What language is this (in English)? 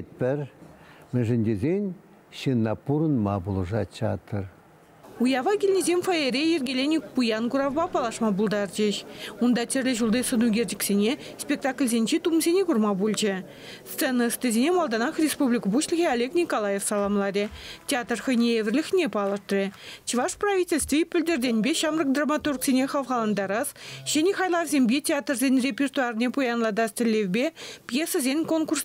Chuvash